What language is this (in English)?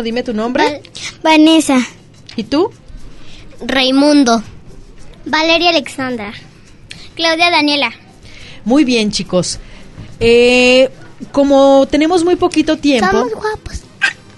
Spanish